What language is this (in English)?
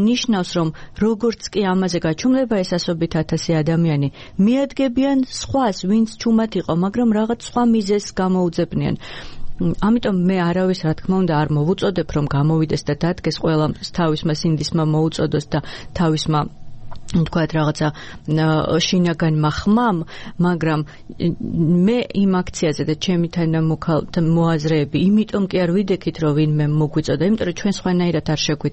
Georgian